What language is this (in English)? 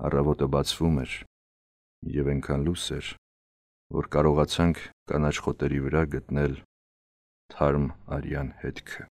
Armenian